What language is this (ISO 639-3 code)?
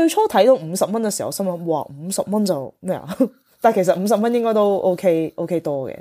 yue